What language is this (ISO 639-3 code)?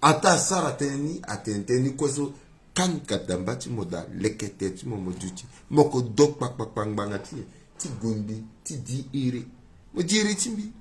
sag